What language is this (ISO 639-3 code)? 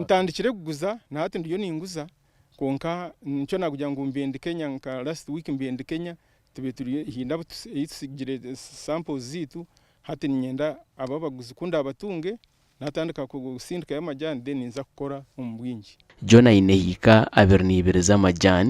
nyn